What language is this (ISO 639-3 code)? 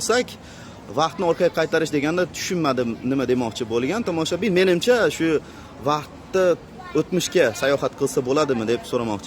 uzb